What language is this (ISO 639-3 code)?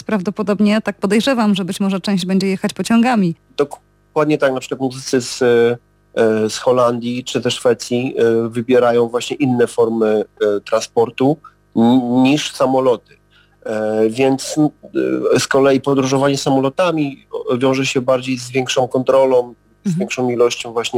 pol